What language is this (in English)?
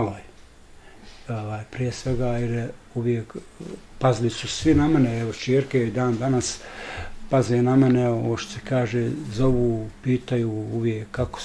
Bosnian